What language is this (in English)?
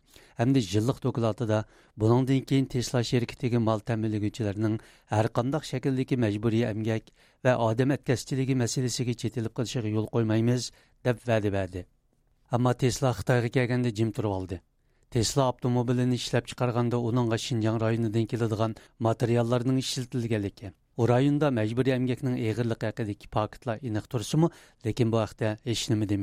Uyghur